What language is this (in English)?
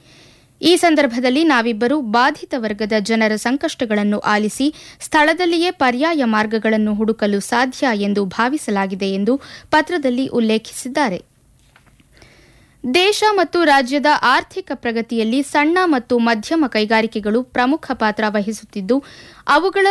Kannada